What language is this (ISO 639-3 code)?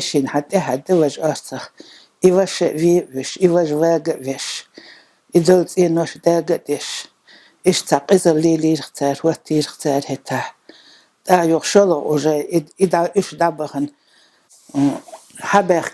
che